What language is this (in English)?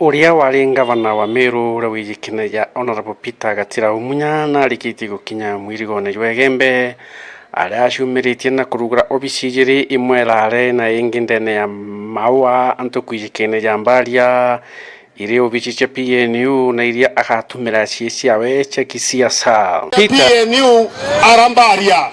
Meru